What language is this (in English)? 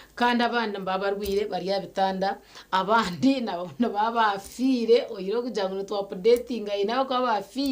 Nyankole